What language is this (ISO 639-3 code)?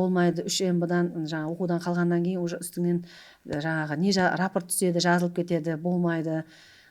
kaa